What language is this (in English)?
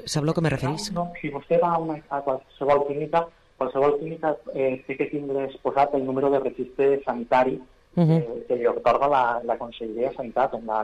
Catalan